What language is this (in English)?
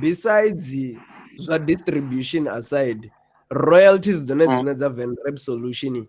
Venda